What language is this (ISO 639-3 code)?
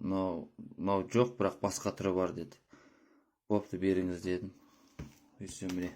kaz